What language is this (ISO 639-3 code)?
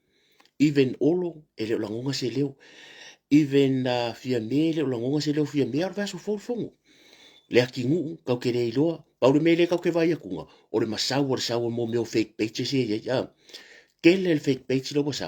smo